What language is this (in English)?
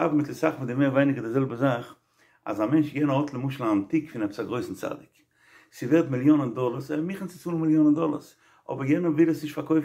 Yiddish